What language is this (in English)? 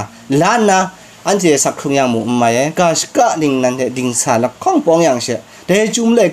Kachin